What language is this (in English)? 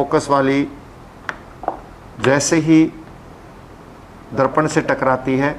Hindi